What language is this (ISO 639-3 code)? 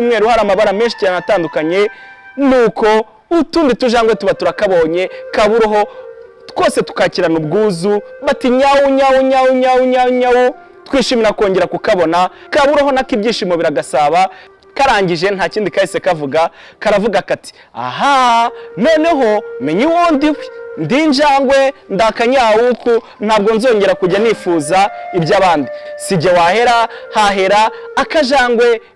kin